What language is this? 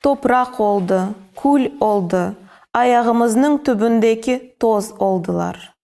Crimean Tatar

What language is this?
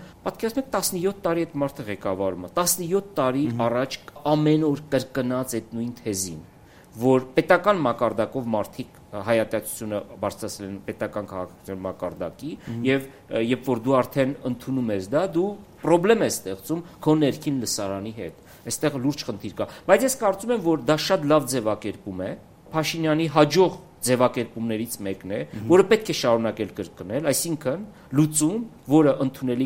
Armenian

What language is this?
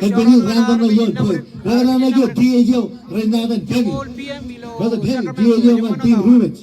Marshallese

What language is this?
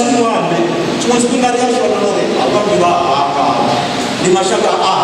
Venda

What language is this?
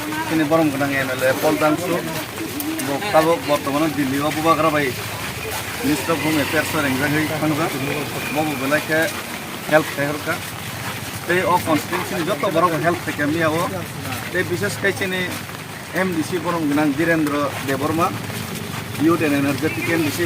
Kok Borok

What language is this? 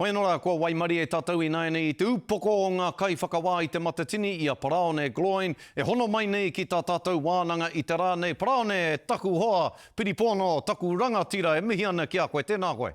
Māori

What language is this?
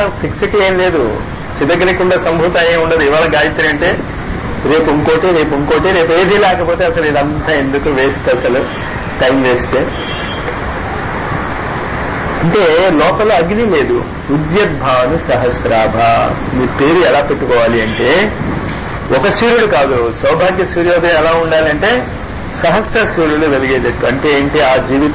Telugu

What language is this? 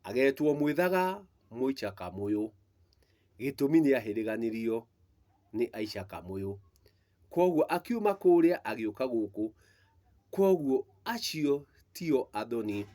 Kikuyu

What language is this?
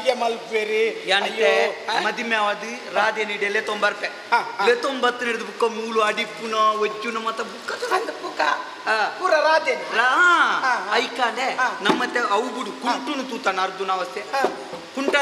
Tulu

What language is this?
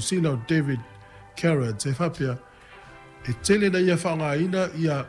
Samoan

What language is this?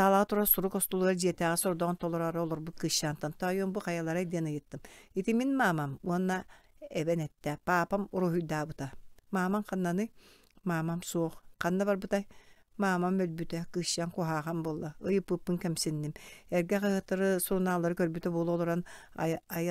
Yakut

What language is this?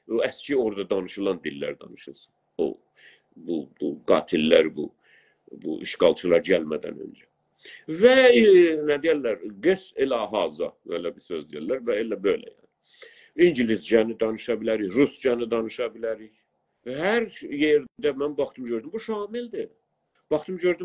South Azerbaijani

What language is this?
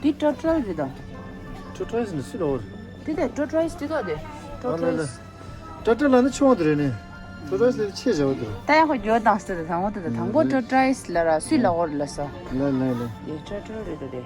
Tibetan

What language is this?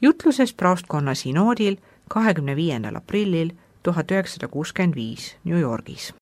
Estonian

